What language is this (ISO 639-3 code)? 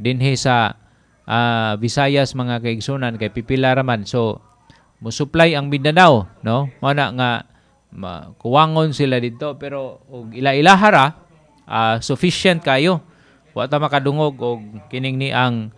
ceb